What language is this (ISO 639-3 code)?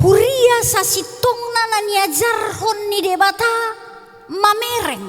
bbc